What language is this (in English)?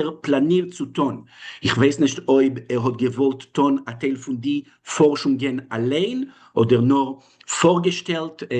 Yiddish